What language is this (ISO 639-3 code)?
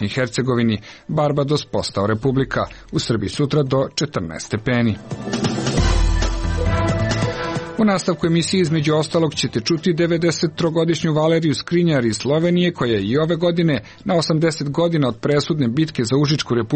srp